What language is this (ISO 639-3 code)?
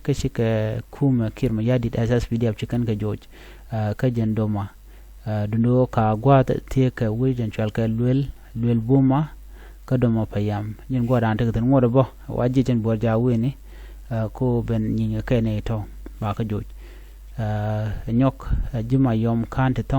nus